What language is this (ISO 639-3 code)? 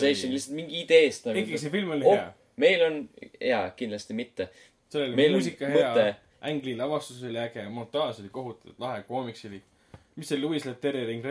est